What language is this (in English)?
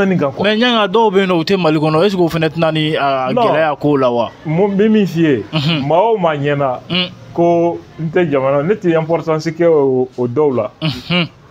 Bambara